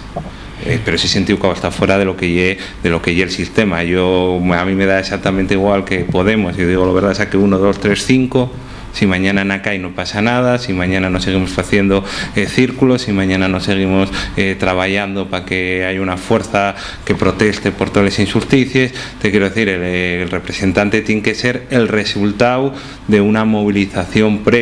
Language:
Asturian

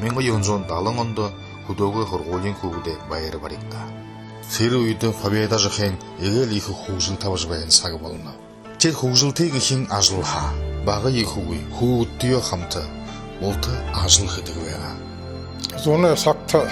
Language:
Buriat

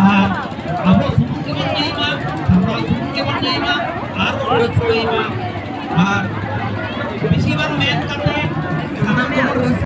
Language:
Santali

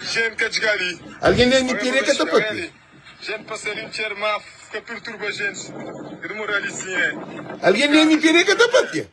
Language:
Kabuverdianu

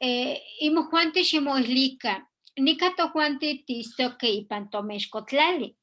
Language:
Eastern Huasteca Nahuatl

